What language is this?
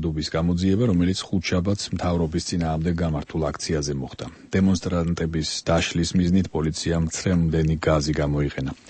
Georgian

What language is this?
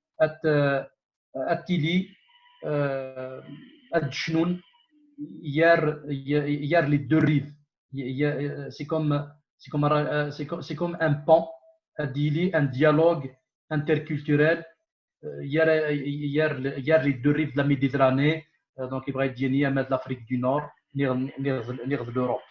Kabyle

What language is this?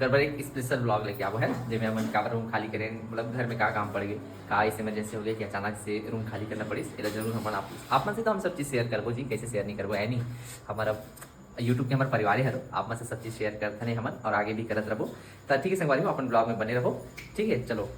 Chhattisgarhi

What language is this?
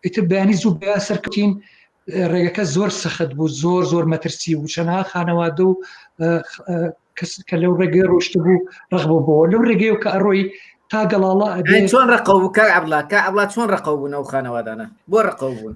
Central Kurdish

